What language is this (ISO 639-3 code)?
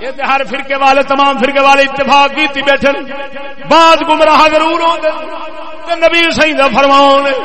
skr